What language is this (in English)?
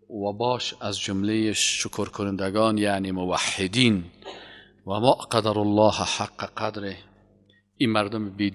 Persian